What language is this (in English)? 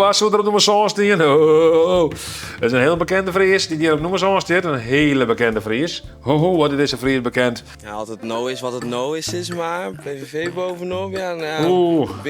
Western Frisian